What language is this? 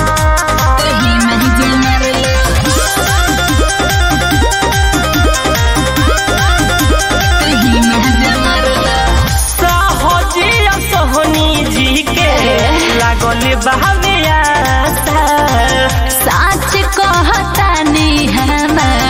Bhojpuri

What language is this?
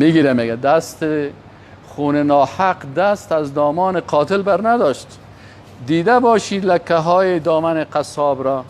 Persian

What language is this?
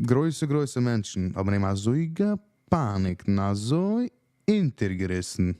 Yiddish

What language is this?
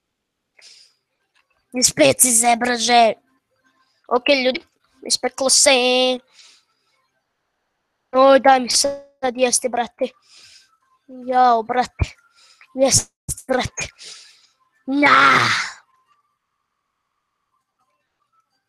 Croatian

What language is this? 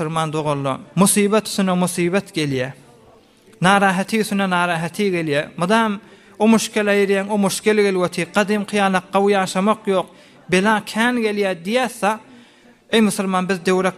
Turkmen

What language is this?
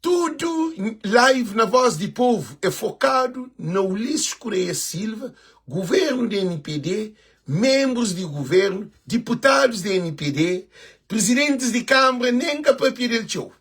Kabuverdianu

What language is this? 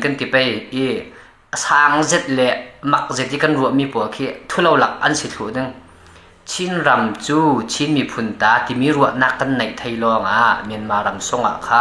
Hakha Chin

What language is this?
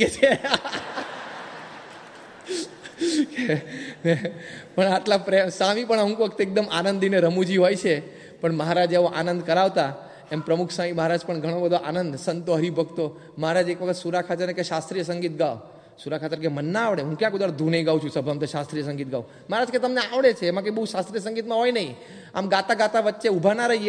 Gujarati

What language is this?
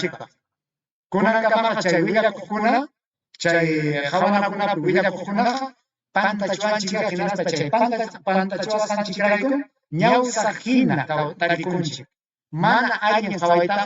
Ayacucho Quechua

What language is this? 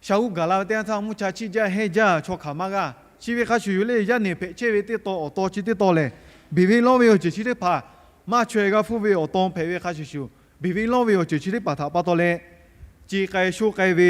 Lahu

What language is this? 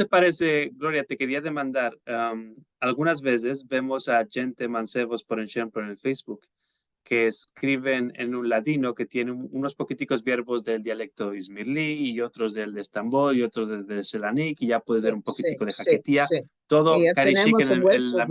Ladino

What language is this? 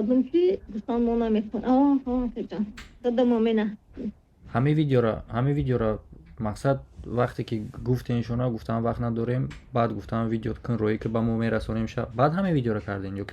Tajik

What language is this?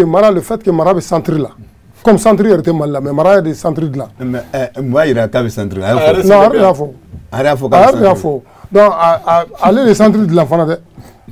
Bambara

